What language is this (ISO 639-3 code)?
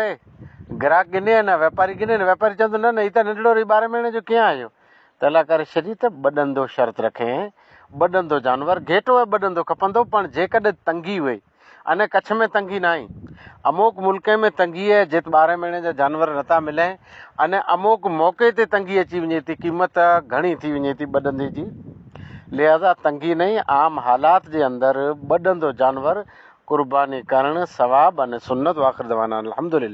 snd